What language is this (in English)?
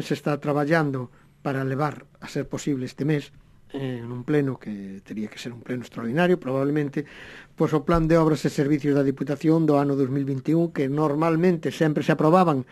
Galician